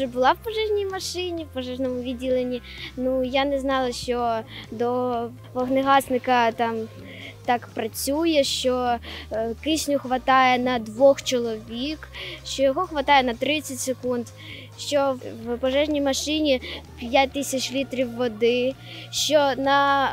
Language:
Ukrainian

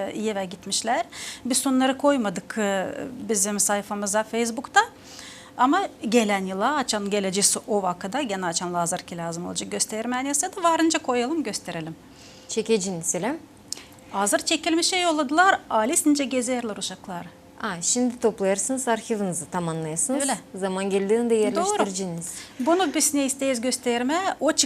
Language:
Gagauz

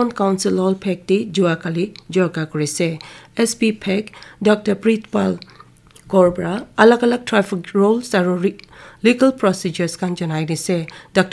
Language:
Naga Pidgin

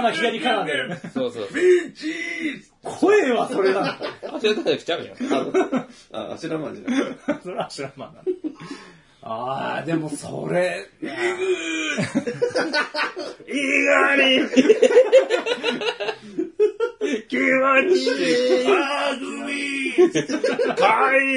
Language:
Japanese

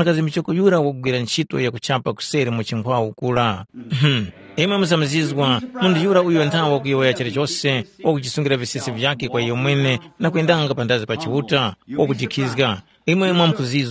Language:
Tumbuka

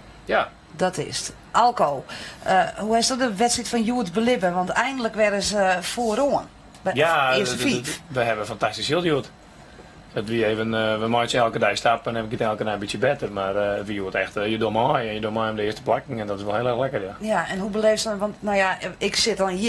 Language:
Western Frisian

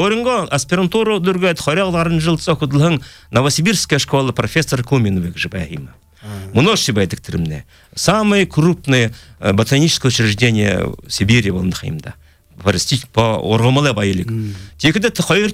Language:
Buriat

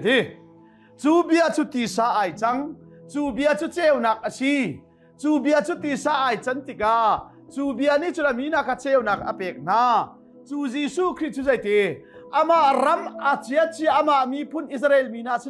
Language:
Hakha Chin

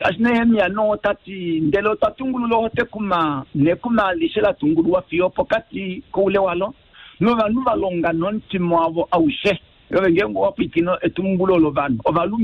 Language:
Kuanyama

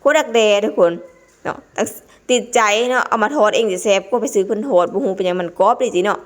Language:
Lao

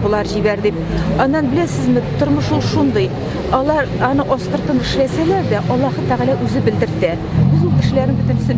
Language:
Tatar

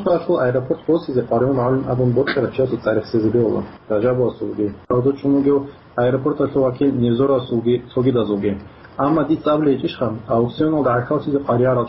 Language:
Avaric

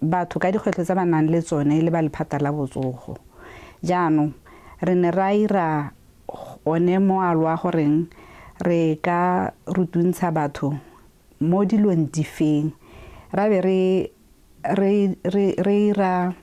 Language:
Tswana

